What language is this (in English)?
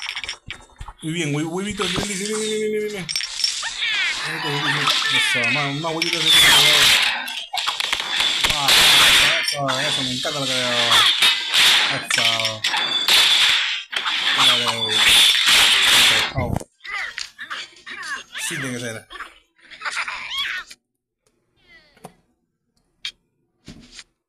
Spanish